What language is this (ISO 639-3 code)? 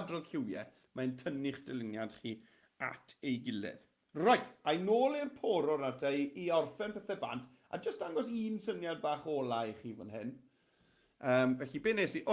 cym